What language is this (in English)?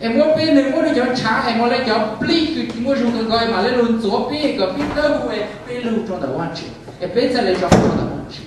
Hmong